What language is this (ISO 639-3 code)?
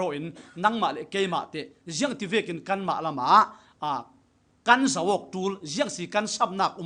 cfm